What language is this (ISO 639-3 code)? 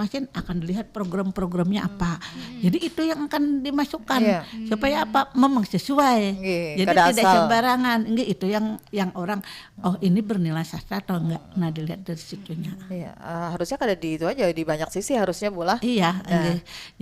bjn